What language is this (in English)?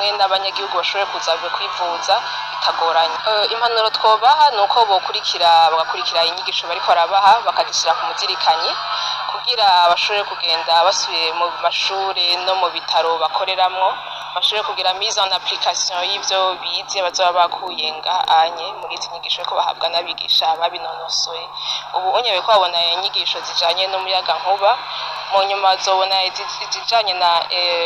Rundi